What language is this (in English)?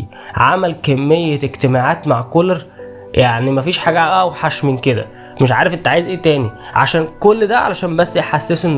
Egyptian Arabic